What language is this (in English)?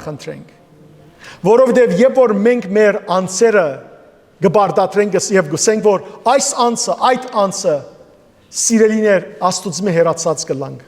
Western Armenian